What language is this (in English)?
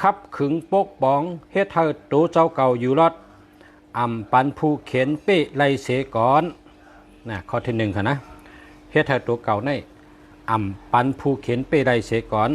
Shan